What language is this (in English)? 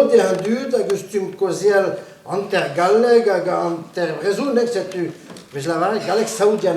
Breton